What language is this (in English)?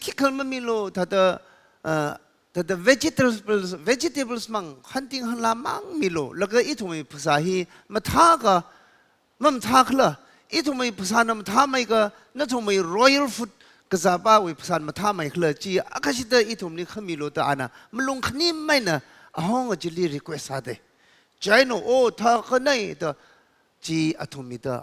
Tangkhul Naga (India)